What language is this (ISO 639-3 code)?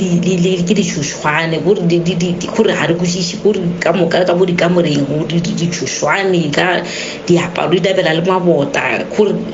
nso